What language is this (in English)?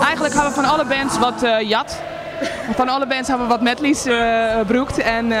Western Frisian